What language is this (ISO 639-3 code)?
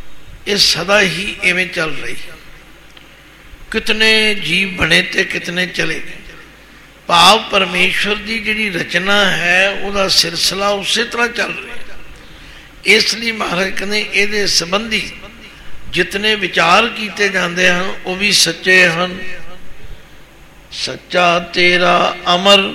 pan